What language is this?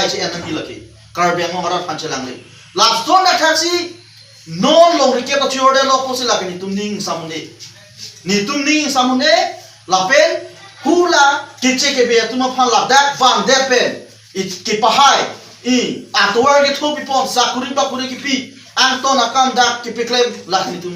Karbi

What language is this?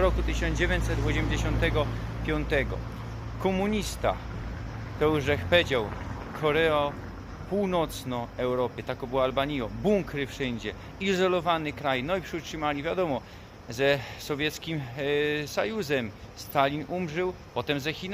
Silesian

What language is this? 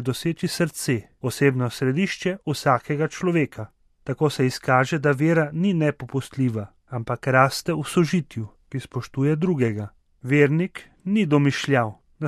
Slovenian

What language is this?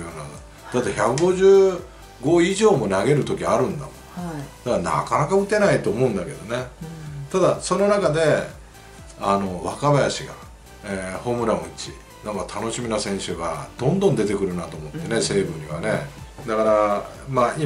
Japanese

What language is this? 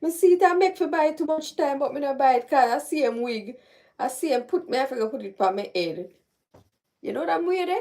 Jamaican Creole English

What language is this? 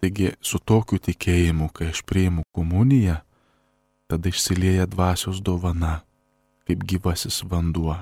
Lithuanian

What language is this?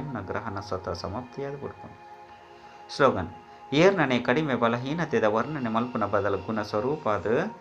Tulu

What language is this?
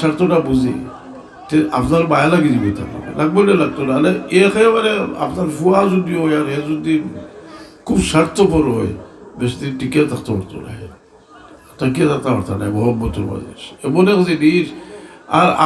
Sylheti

